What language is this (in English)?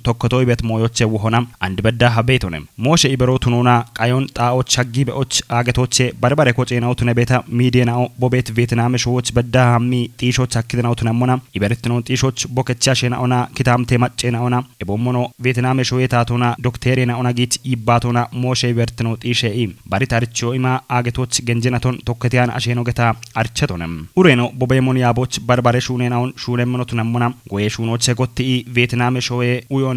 Kafa